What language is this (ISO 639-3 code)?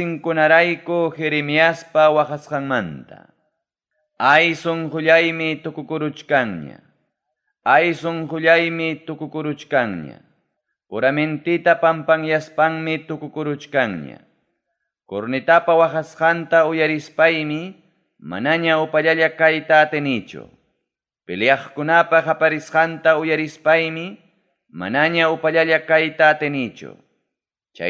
quy